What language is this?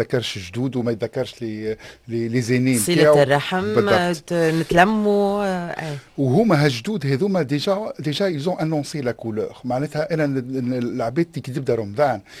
Tunisian Arabic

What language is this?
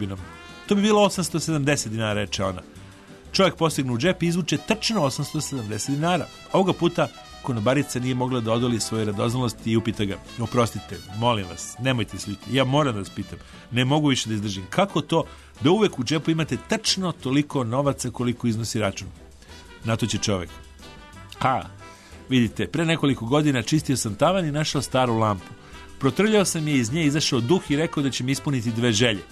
Serbian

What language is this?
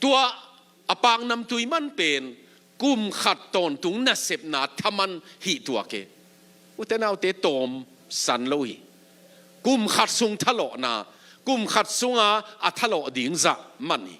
Tedim Chin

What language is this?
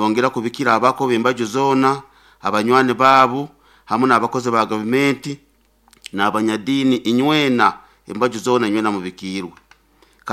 Nyoro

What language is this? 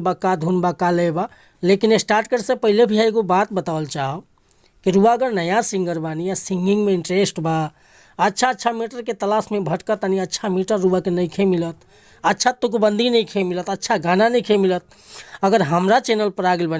Bhojpuri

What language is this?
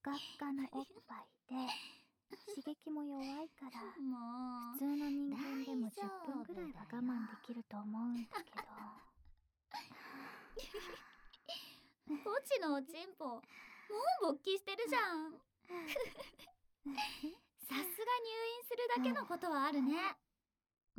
Japanese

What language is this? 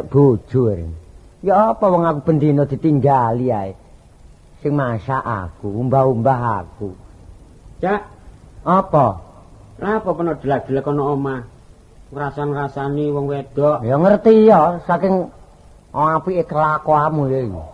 Javanese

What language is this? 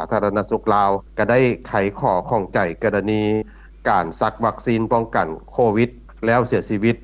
Lao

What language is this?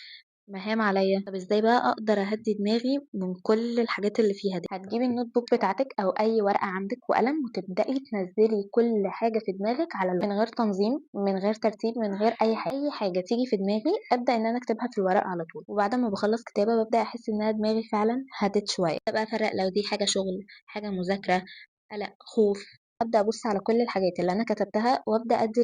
Egyptian Arabic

